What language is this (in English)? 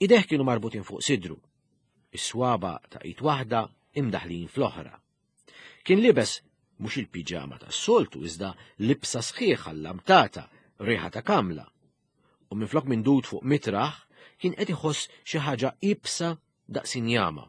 Maltese